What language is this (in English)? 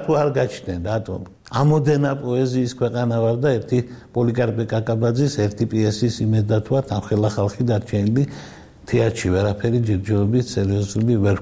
Georgian